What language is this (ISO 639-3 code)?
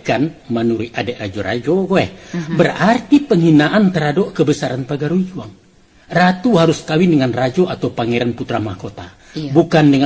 min